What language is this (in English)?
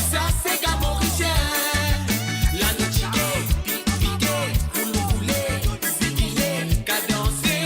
Morisyen